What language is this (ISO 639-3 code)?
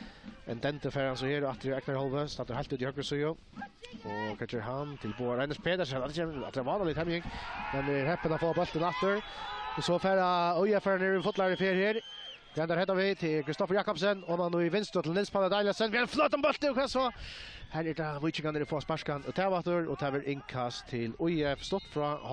fao